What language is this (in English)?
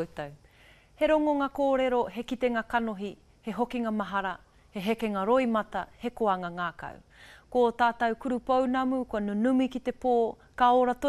Māori